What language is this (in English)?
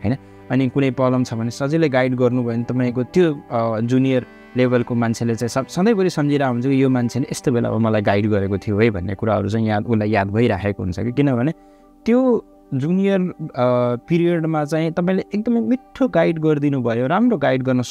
Nepali